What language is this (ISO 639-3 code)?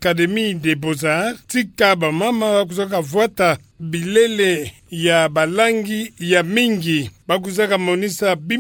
ktu